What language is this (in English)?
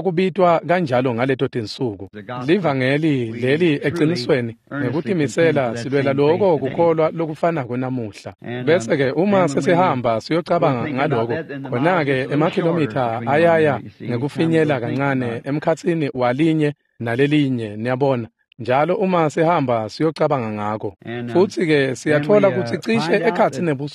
Swati